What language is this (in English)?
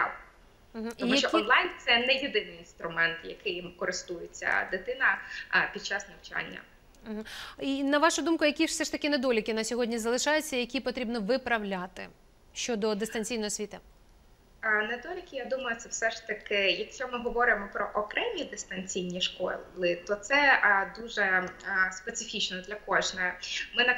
Ukrainian